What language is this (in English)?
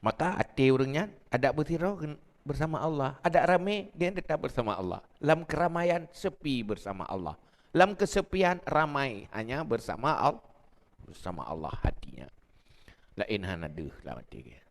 Achinese